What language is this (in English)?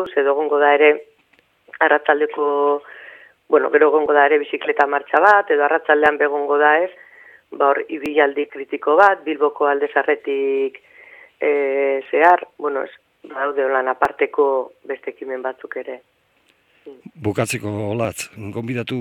Basque